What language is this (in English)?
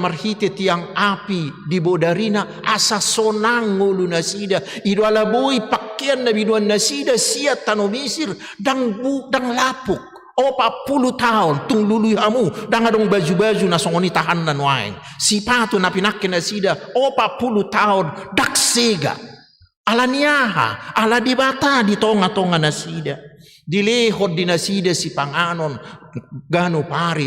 Batak Toba